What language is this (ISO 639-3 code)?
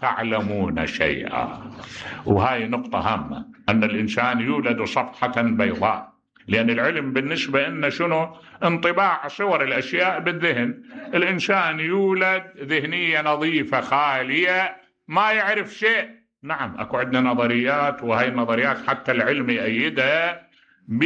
acm